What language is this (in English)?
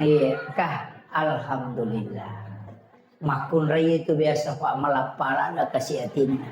Buginese